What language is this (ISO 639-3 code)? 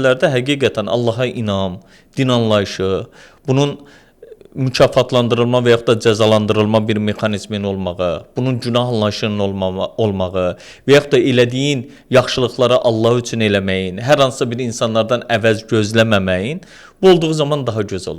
aze